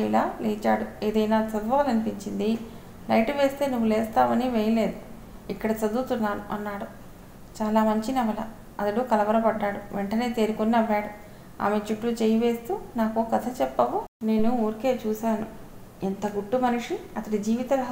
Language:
Telugu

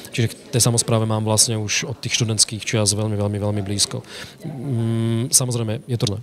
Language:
Slovak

